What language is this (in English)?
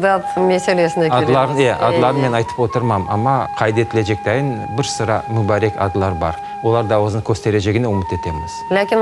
Crimean Tatar